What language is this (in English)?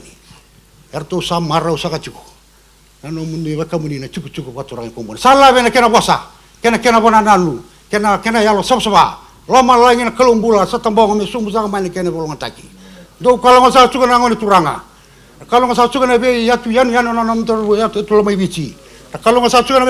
Fijian